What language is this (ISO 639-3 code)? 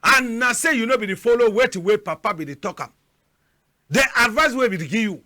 wes